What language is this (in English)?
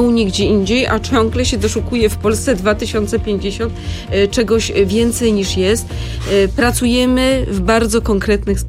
Polish